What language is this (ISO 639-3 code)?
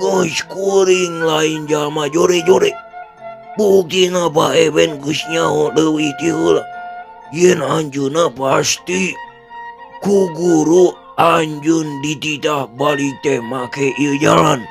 sun